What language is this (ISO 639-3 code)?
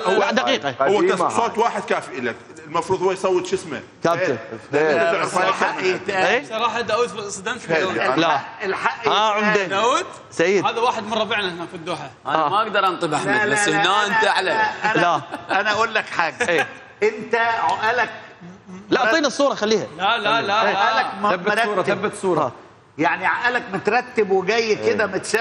acm